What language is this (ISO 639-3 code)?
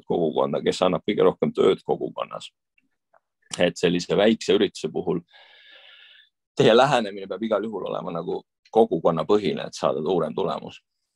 est